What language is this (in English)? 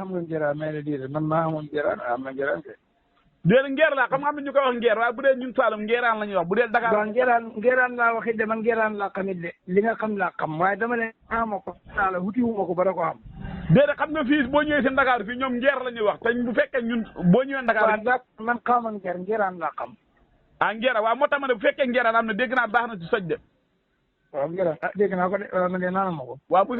Wolof